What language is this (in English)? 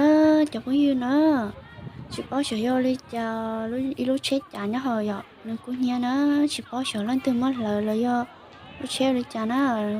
Hmong